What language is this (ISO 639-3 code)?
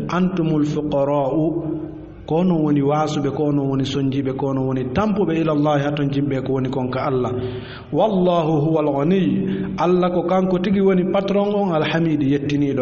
ful